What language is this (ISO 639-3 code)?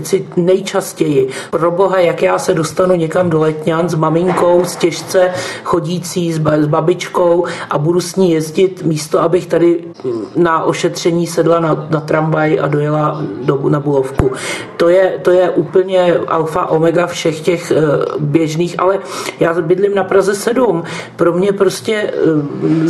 ces